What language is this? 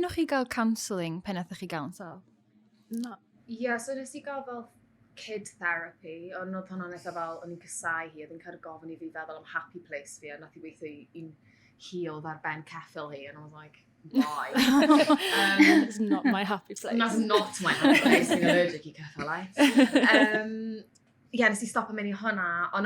Welsh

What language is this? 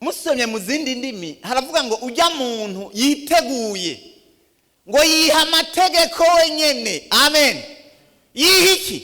Rundi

